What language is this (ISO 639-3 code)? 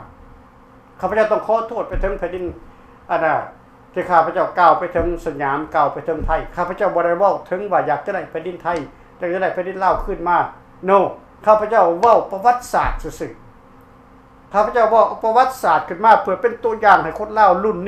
lao